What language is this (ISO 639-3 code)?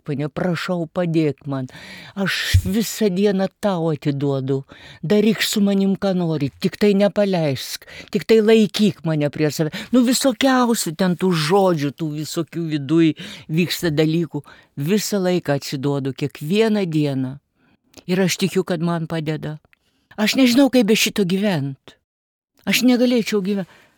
lit